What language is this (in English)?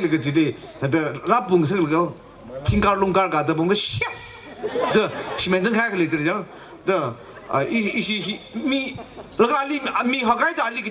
Tangkhul Naga (India)